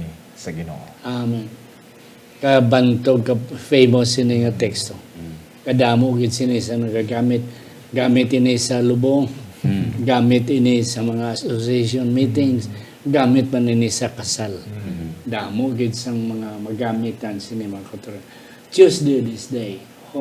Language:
Hiligaynon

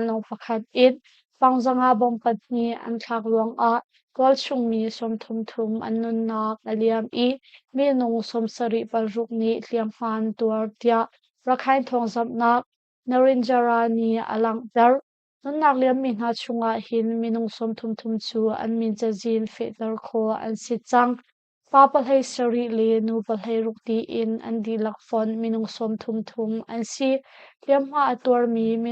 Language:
Hakha Chin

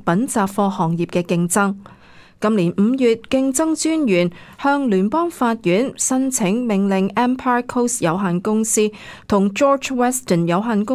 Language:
Cantonese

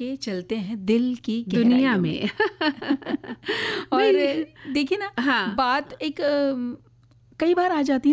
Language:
Hindi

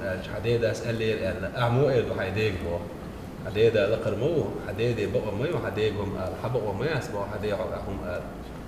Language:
Chechen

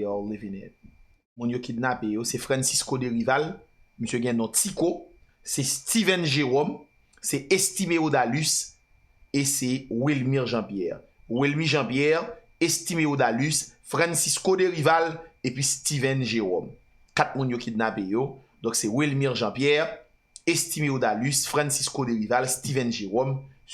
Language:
Haitian Creole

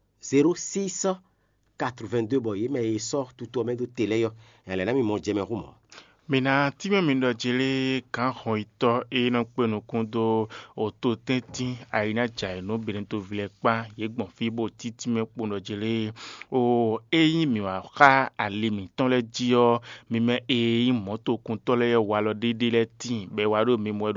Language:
Fon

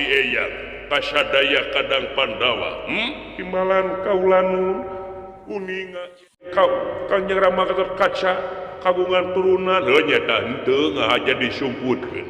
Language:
Sundanese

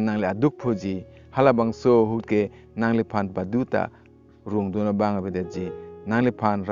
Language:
Karbi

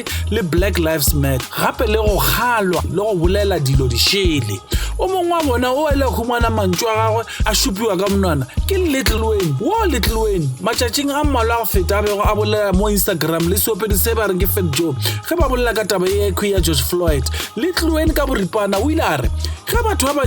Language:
Northern Sotho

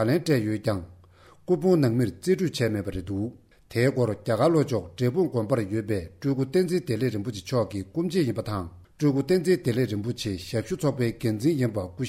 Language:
Tibetan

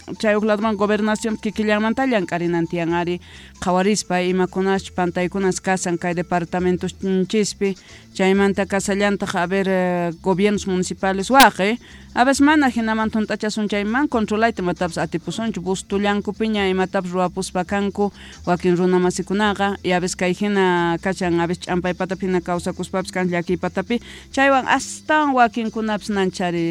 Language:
Quechua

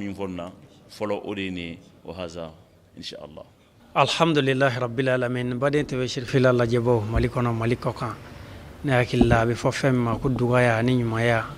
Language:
Bambara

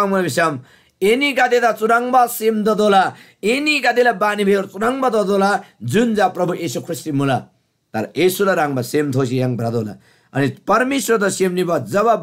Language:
Eastern Tamang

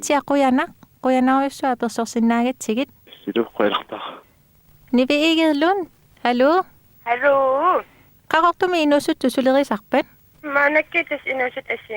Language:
Kalaallisut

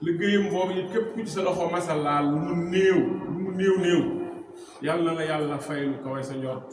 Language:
Wolof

